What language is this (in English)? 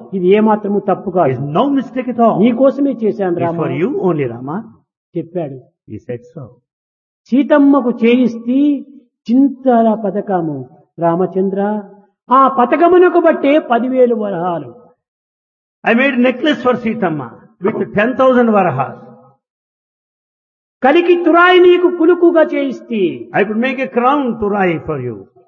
Telugu